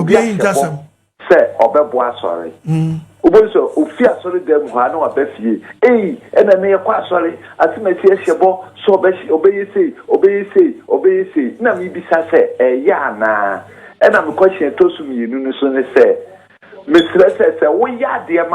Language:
Akan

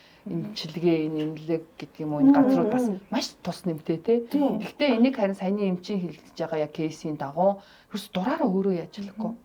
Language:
Mongolian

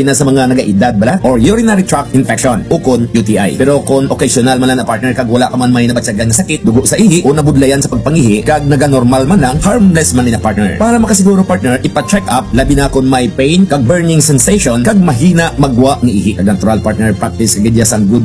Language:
Hiligaynon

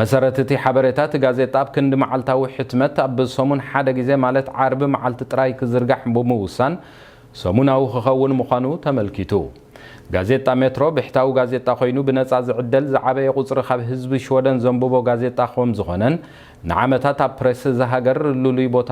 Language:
Tigrinya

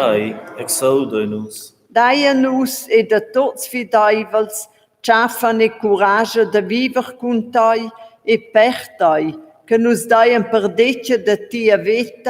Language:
Romansh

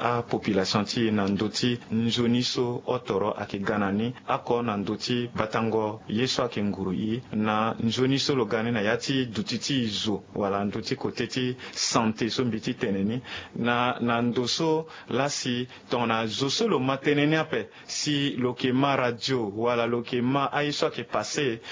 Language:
Sango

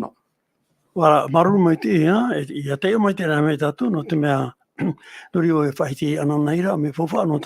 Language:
Tahitian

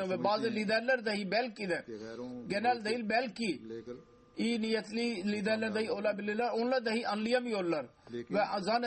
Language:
Turkish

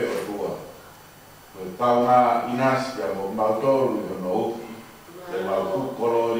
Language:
Tongan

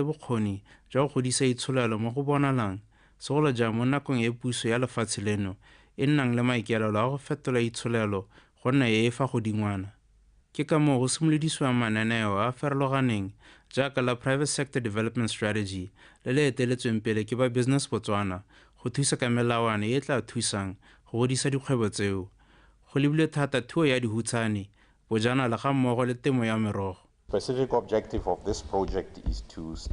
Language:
Tswana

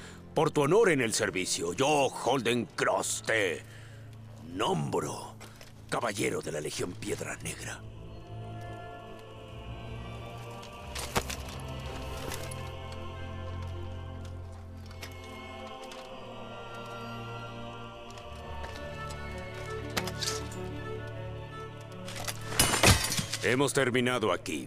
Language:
Spanish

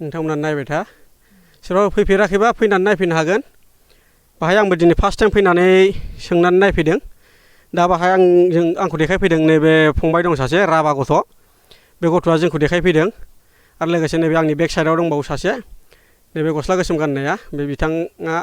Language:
Bodo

